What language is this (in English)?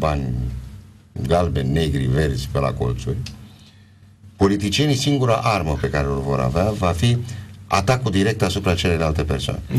Romanian